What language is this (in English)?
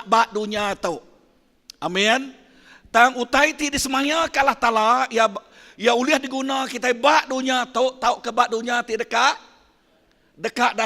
Iban